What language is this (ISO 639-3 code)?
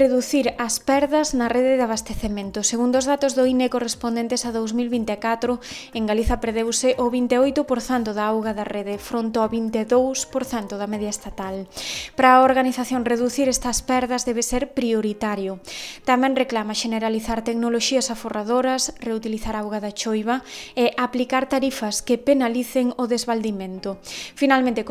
glg